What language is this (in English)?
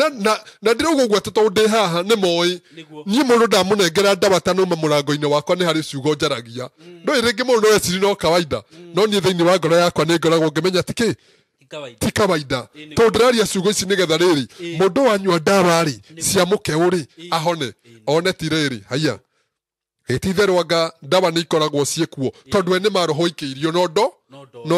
Kikuyu